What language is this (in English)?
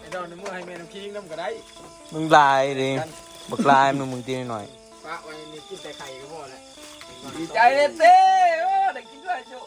Northeastern Thai